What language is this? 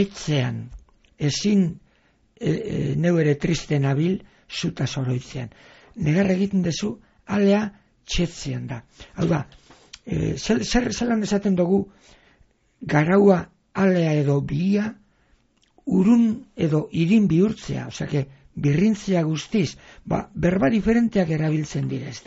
Basque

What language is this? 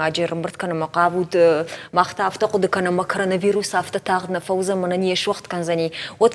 Ossetic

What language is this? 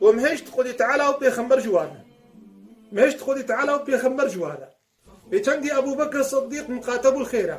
Kurdish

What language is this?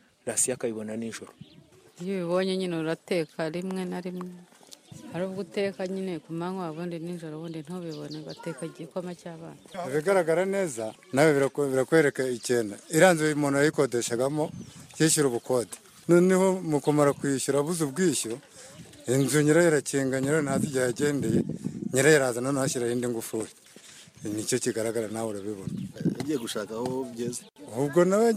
Kinyarwanda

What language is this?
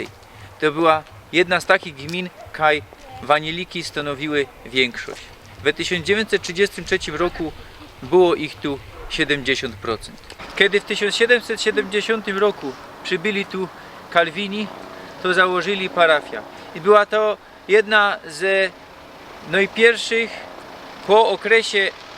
Silesian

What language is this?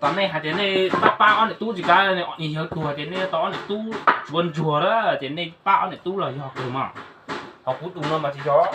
Hmong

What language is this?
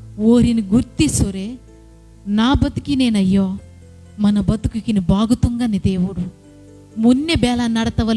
Koya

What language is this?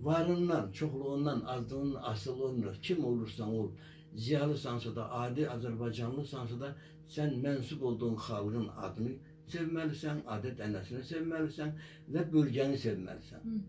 Azerbaijani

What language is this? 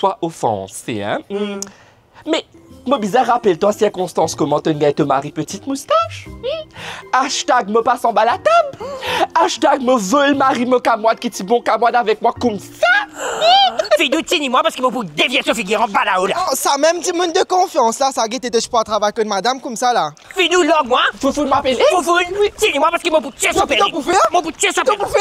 Morisyen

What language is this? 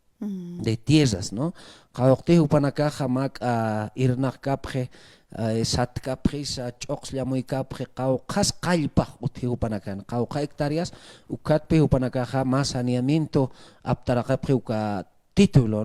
Aymara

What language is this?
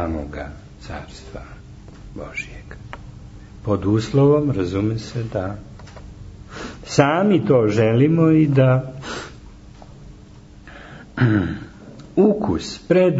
Serbian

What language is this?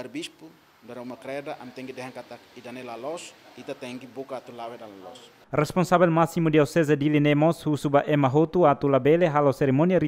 Tetum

